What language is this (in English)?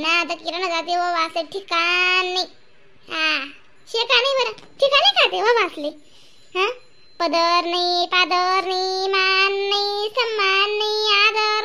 Khandesi